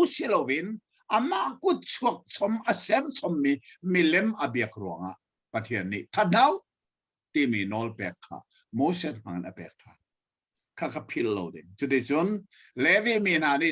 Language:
Hakha Chin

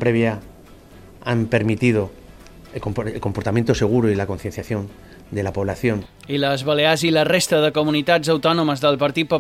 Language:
Catalan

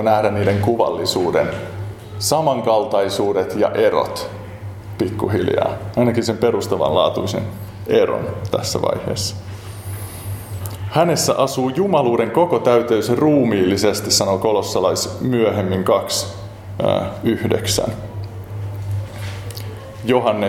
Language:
Finnish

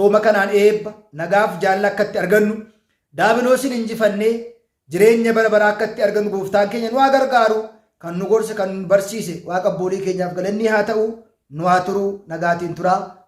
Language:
Oromo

